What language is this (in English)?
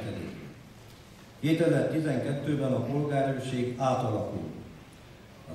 Hungarian